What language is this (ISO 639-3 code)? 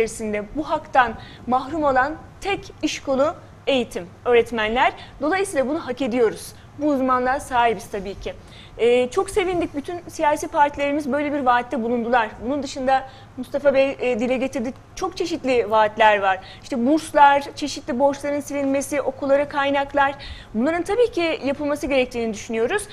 tur